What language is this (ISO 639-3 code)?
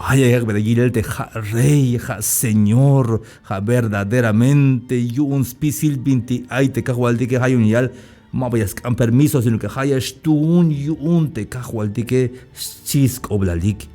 tzh